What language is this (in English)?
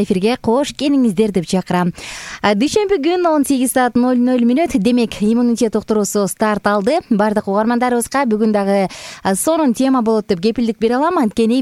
Kyrgyz